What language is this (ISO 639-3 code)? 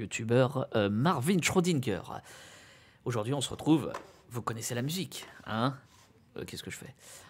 fra